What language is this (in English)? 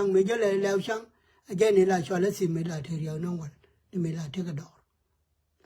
Nuer